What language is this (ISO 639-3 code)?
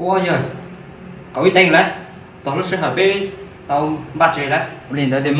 hmn